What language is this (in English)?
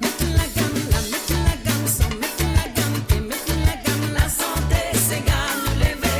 Morisyen